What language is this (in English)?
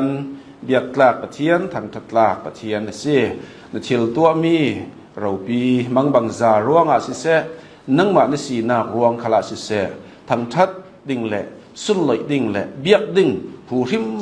Hakha Chin